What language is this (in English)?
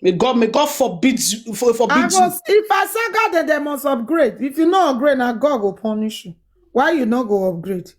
Nigerian Pidgin